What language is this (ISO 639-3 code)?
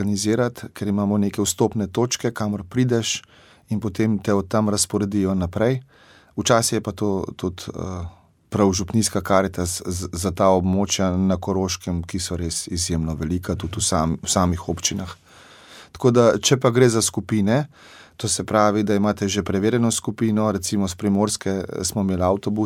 slv